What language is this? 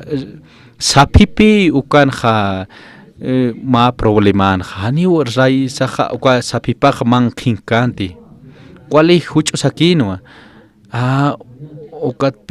Aymara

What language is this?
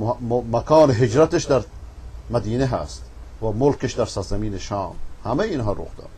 Persian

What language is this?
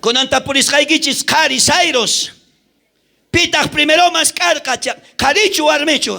South Bolivian Quechua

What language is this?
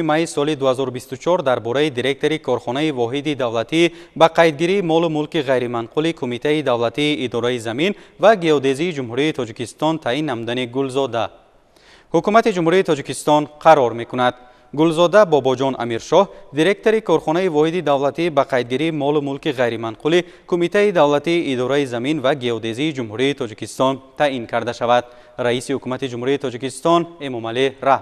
Tajik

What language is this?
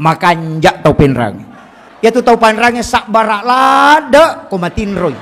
Buginese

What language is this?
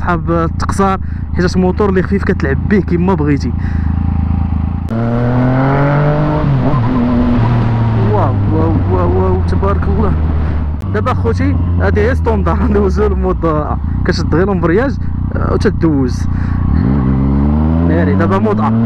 Moroccan Arabic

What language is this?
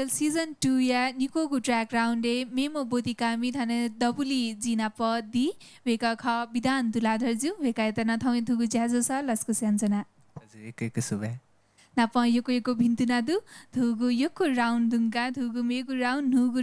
Newari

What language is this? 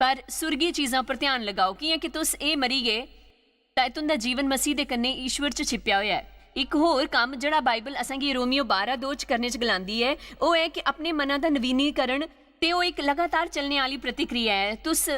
Dogri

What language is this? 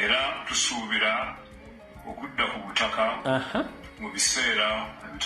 Ganda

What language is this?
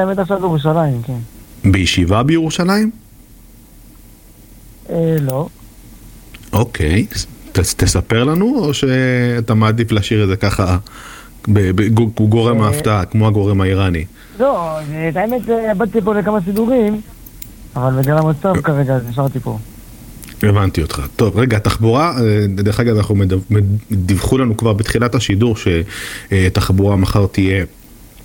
Hebrew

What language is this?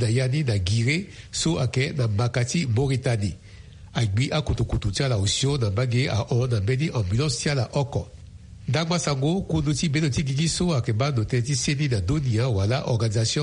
Sango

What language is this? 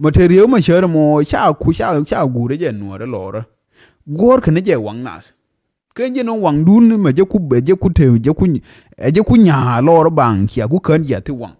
Nuer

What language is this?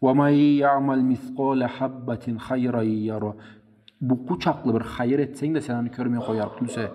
Karachay-Balkar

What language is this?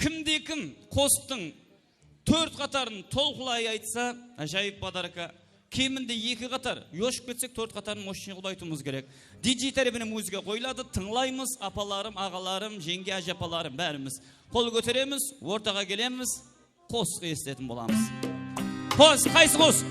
Kara-Kalpak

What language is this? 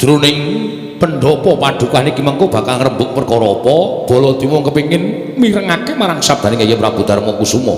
Javanese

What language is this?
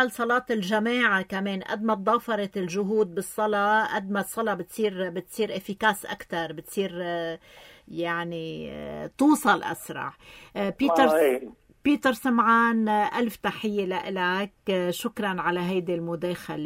North Levantine Arabic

